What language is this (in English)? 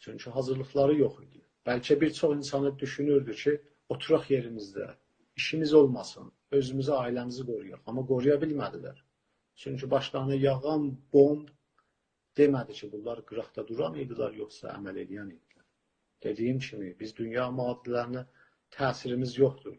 South Azerbaijani